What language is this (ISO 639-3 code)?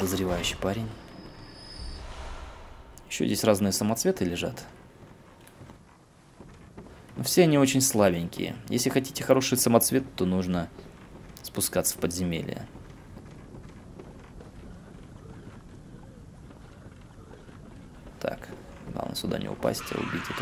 rus